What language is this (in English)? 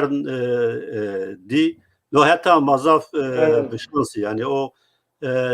Zaza